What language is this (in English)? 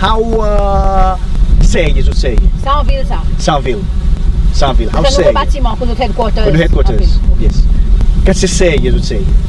Seselwa Creole French